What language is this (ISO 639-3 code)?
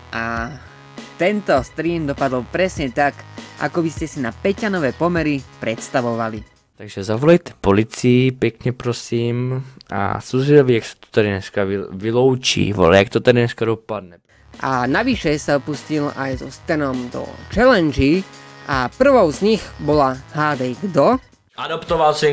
slk